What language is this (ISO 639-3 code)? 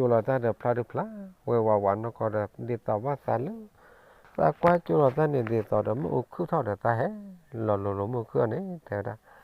ksw